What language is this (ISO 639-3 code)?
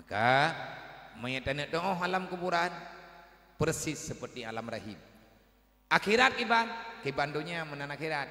ace